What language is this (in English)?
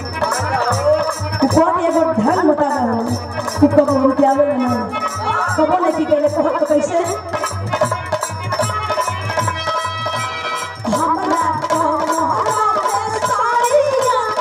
Bhojpuri